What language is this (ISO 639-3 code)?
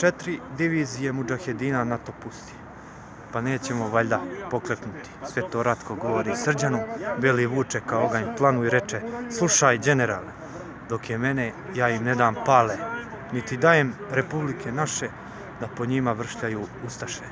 srp